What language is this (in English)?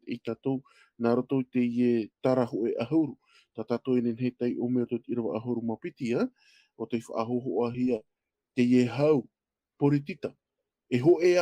Tahitian